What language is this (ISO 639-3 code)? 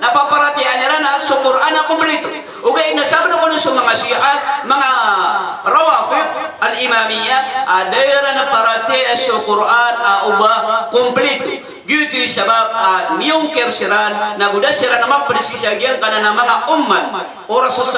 mrw